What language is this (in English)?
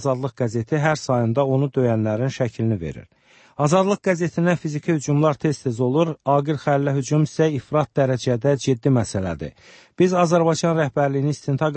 Azerbaijani